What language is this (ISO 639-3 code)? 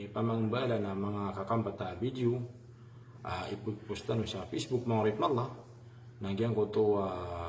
mrw